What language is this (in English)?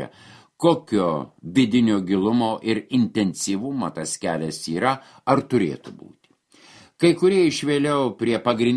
Lithuanian